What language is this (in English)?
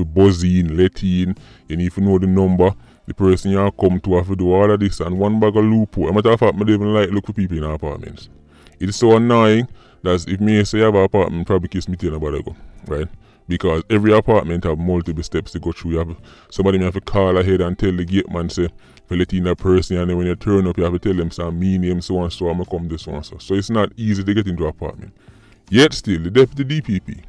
Jamaican Creole English